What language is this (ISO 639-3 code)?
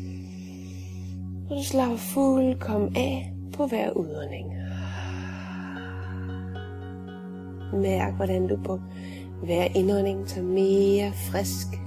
dan